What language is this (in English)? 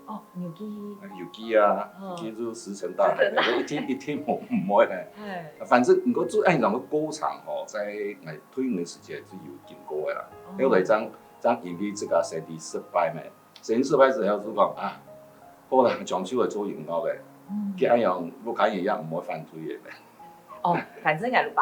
Hakka Chinese